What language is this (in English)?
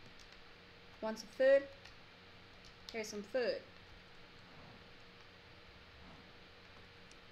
English